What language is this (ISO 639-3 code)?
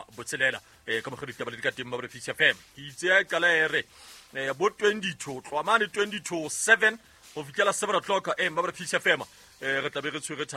sot